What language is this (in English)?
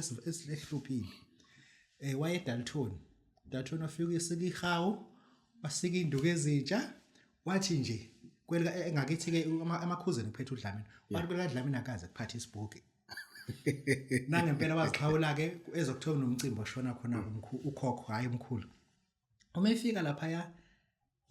Zulu